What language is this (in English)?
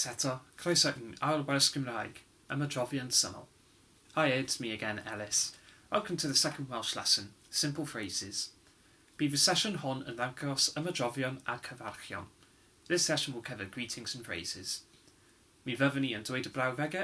Welsh